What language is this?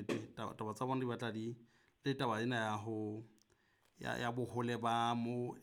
Southern Sotho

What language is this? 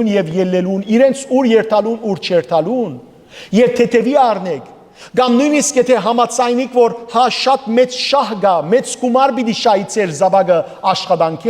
Western Armenian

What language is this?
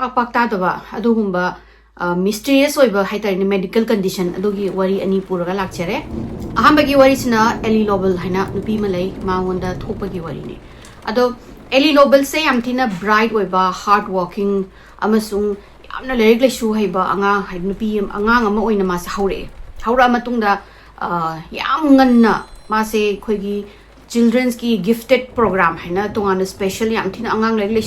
Manipuri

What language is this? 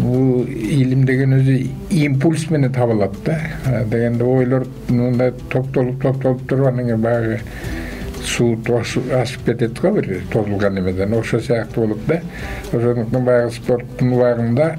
Kyrgyz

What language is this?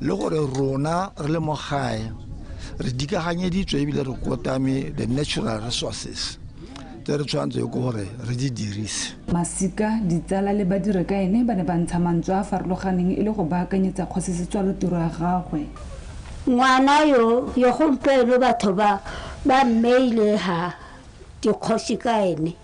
Tswana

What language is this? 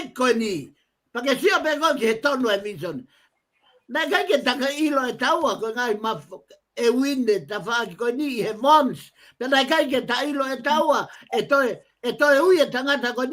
Tongan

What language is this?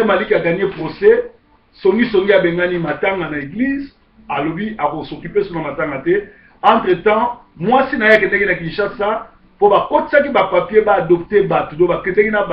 Lingala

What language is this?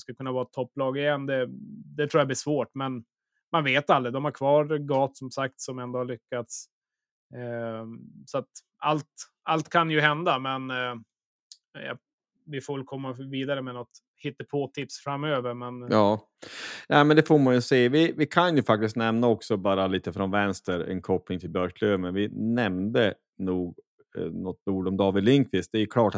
Swedish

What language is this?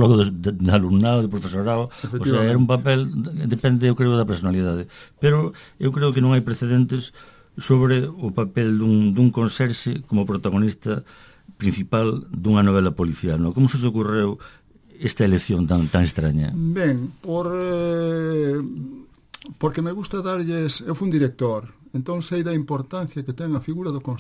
Galician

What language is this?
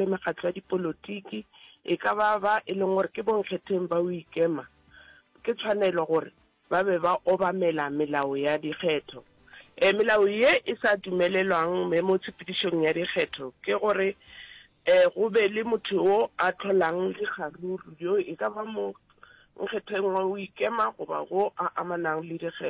Northern Sotho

